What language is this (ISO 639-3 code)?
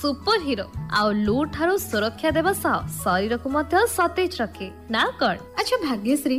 ori